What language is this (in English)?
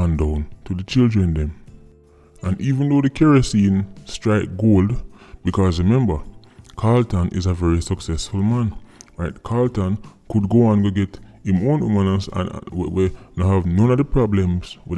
Jamaican Creole English